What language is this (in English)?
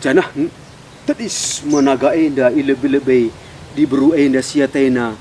Batak Karo